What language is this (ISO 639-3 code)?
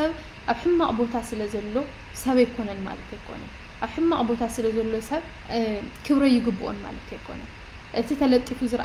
tir